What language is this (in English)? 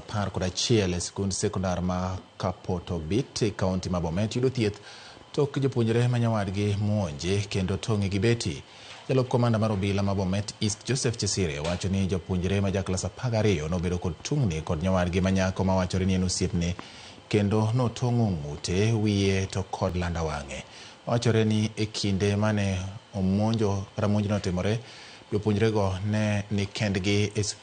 Luo (Kenya and Tanzania)